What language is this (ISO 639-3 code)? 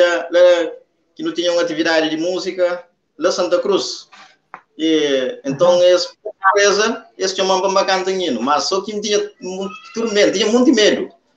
kea